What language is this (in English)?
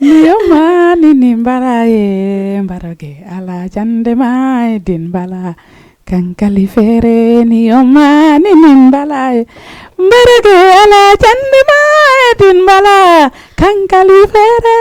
Fula